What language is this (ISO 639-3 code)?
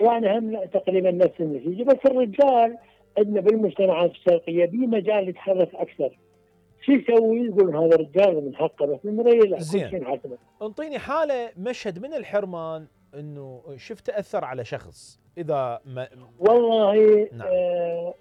acm